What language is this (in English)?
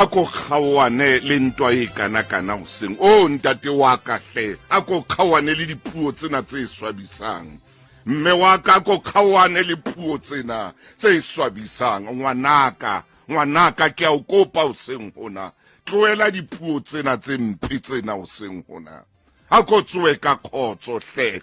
Southern Sotho